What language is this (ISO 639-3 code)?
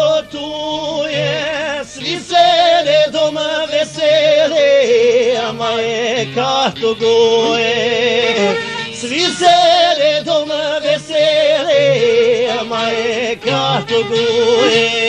hrv